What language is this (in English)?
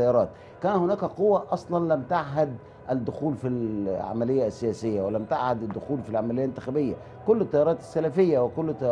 Egyptian Arabic